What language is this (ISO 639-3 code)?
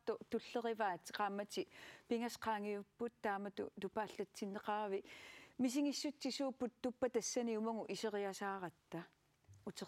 kal